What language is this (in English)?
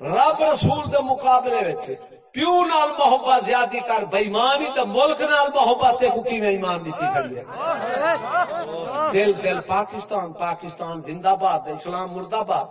Saraiki